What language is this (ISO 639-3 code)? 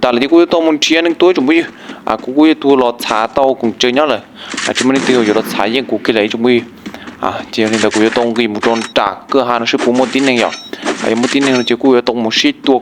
hmn